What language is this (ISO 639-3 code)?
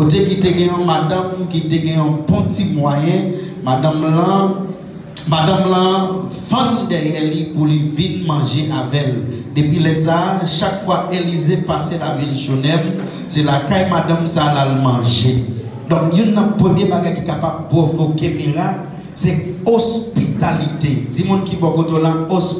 hat